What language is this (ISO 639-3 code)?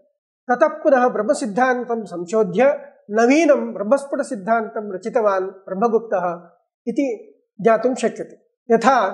san